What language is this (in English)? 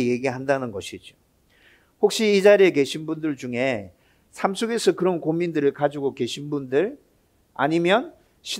Korean